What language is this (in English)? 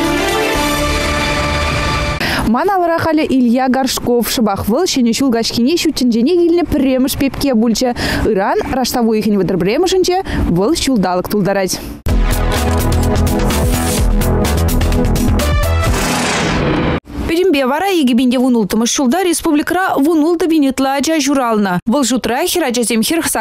Chuvash